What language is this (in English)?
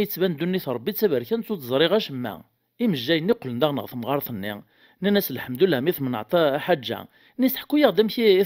Kabyle